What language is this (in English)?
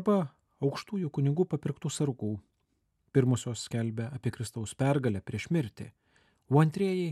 Lithuanian